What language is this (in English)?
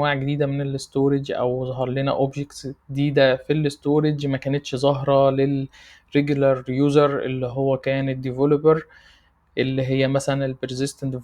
Egyptian Arabic